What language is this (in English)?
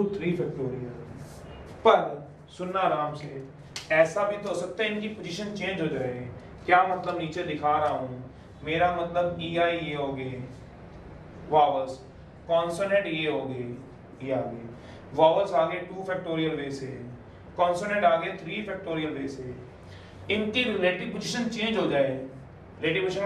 Hindi